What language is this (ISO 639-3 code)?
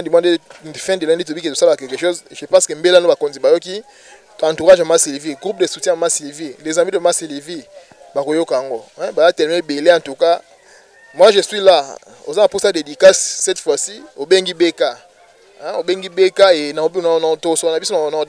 lin